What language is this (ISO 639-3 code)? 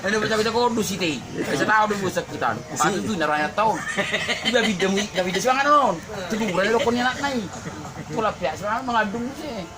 bbc